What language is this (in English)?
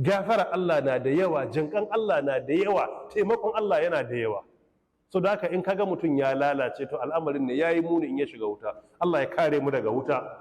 Hausa